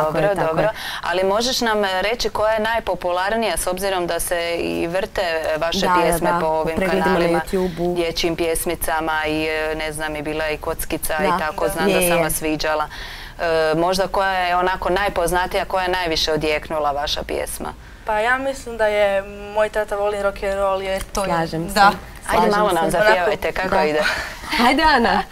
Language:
Croatian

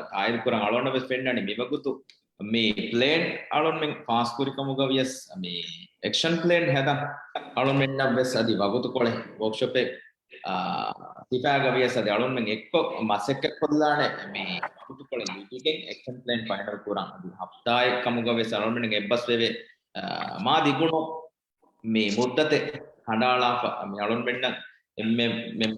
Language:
Divehi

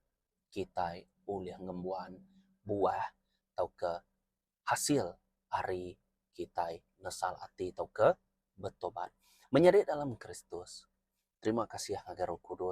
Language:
Iban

